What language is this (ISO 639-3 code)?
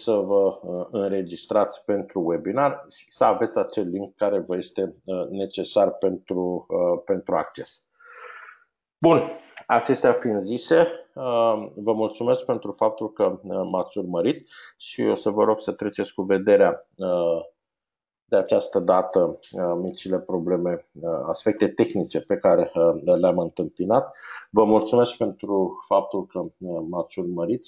ron